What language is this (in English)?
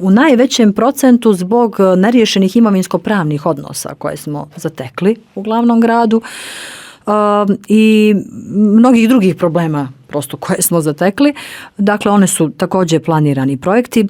Bosnian